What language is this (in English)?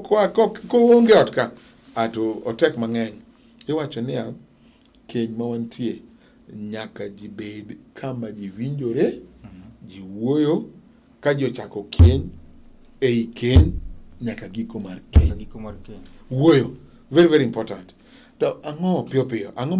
Luo (Kenya and Tanzania)